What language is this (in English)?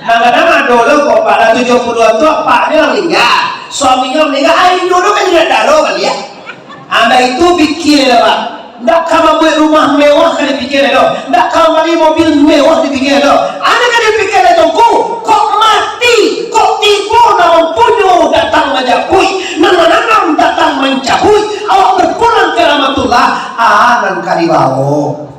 Minangkabau